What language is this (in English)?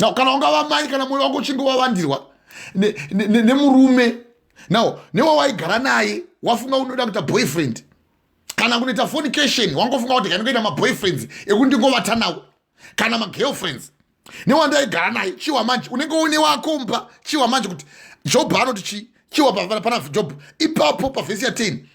Shona